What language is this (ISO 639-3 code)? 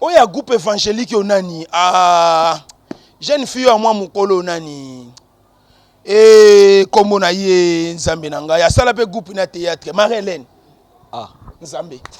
lin